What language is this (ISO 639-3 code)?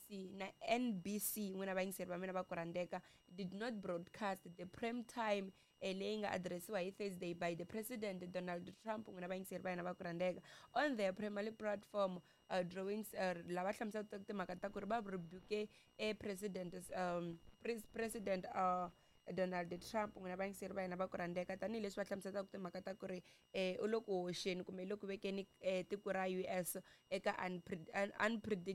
tso